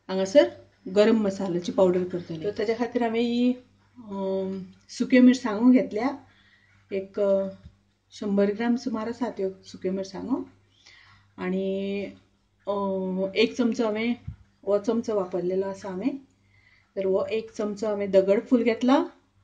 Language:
Konkani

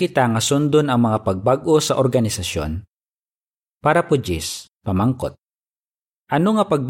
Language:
Hiligaynon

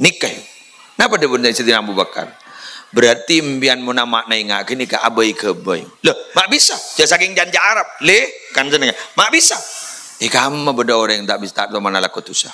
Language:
Madurese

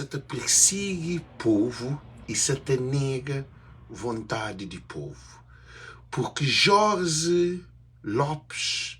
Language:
Kabuverdianu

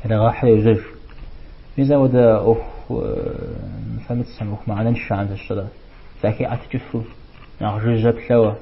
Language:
Kabardian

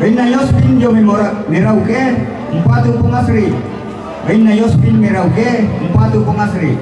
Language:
Toraja-Sa'dan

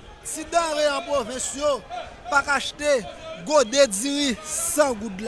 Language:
Haitian Creole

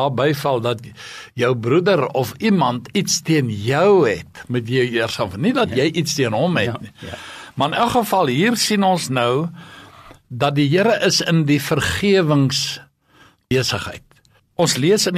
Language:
Afrikaans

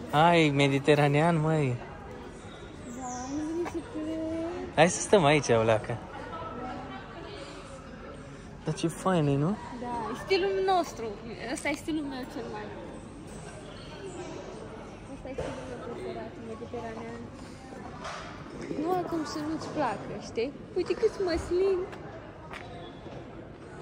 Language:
Romanian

